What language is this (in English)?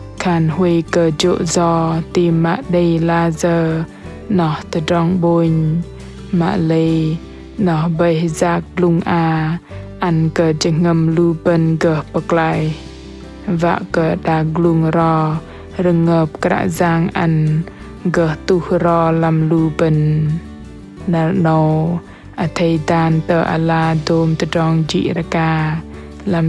Bahnar